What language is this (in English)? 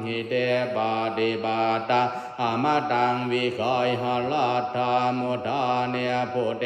Pali